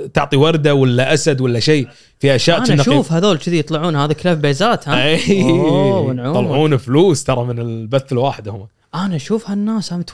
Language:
Gulf Arabic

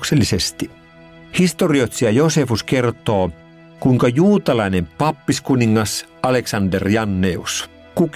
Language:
Finnish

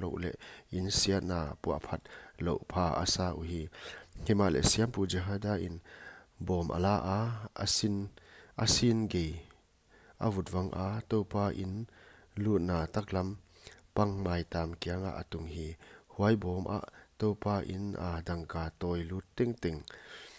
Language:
Paite Chin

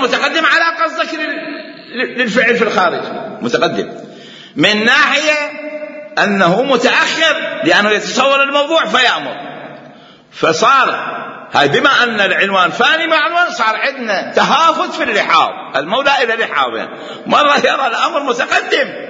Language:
Mesopotamian Arabic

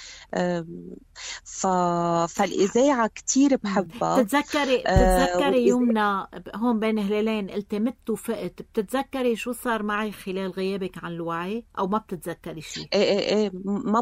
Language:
North Levantine Arabic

